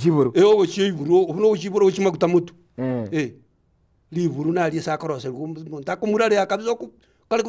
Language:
Gusii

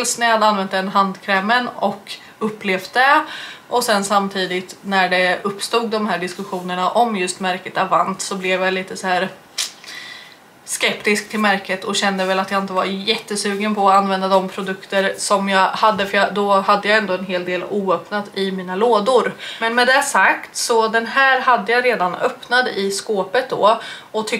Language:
Swedish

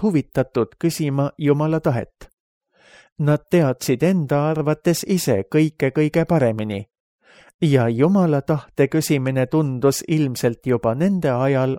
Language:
Estonian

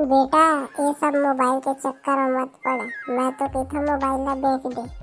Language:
Chhattisgarhi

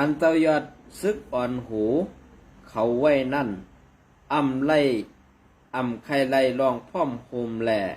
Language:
Shan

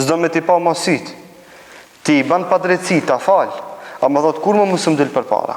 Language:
Albanian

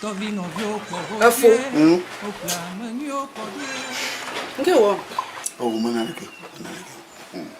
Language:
Ewe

